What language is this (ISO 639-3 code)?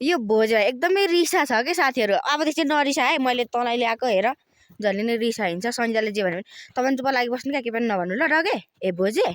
nep